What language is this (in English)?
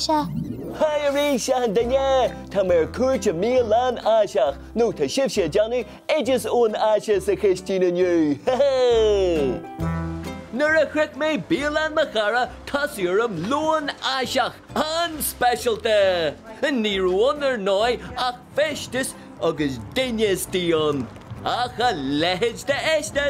Irish